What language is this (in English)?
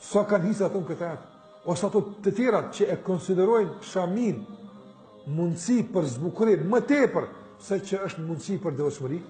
Albanian